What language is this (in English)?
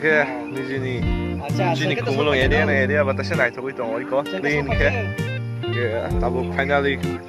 Kok Borok